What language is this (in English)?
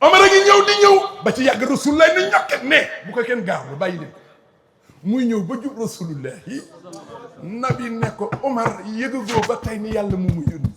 Wolof